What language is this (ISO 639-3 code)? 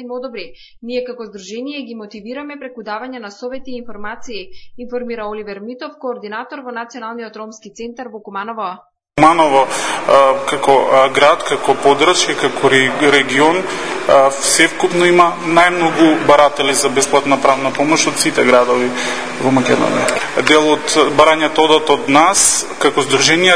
mkd